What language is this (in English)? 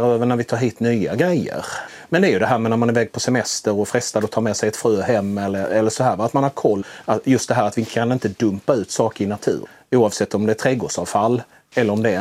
Swedish